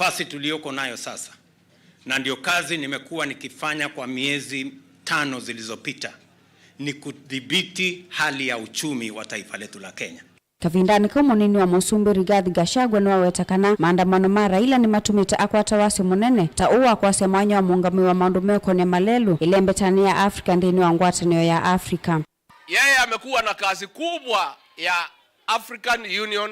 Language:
Kamba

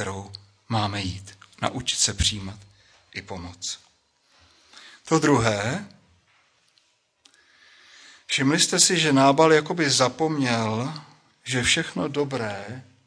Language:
Czech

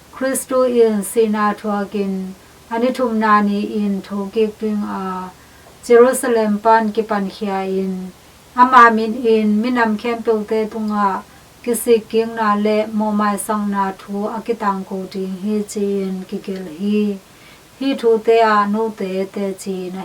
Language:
Tedim Chin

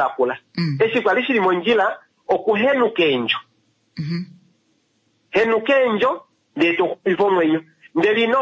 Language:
Kuanyama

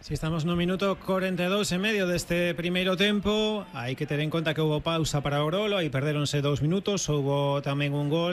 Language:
Galician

